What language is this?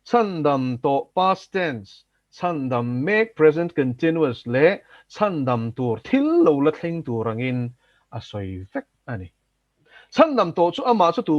Mizo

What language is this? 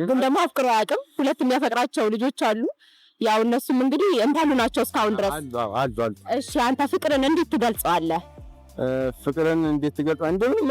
Amharic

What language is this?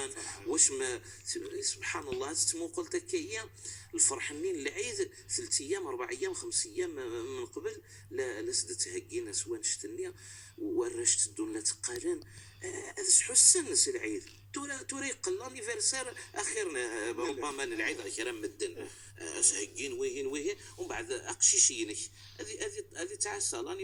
Kabyle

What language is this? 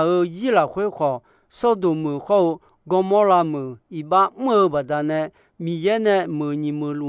Akha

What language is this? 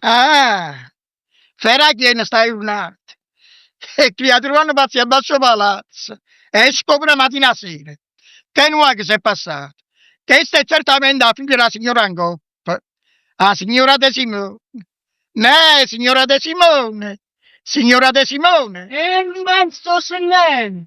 Neapolitan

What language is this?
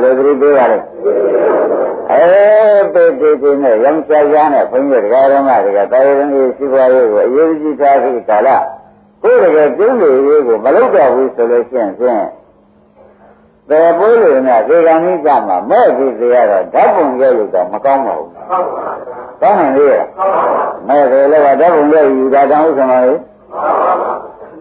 Burmese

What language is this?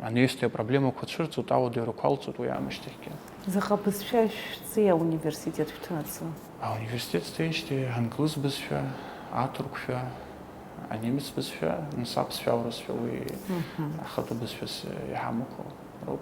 Abkhazian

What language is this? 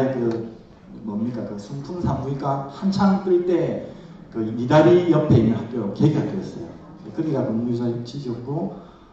Korean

